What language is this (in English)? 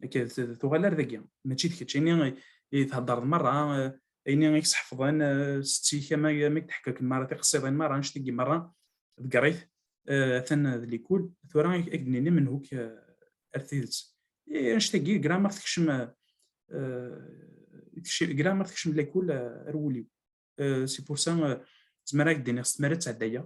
Kabyle